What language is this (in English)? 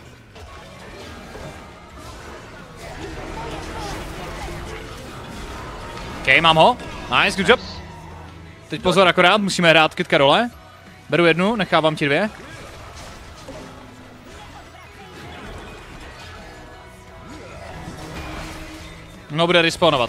Czech